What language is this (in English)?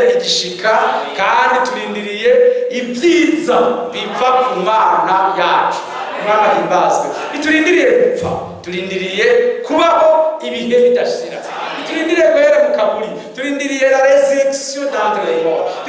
Rundi